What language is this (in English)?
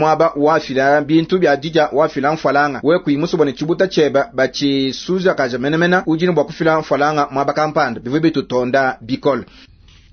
Luba-Lulua